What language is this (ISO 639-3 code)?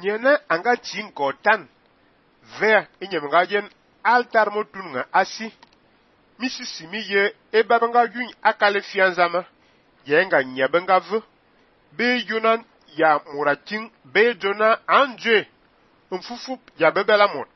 fan